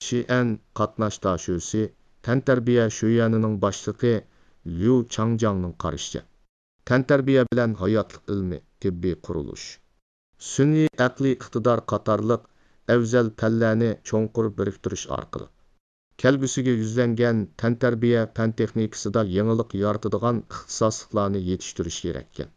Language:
Uyghur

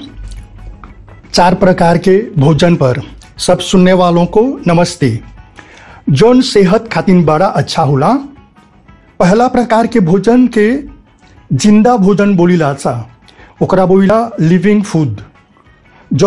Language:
Bhojpuri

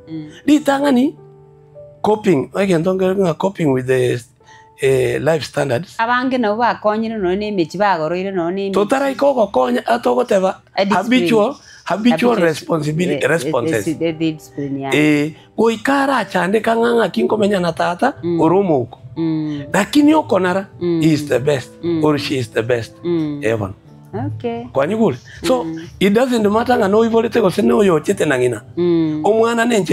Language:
Gusii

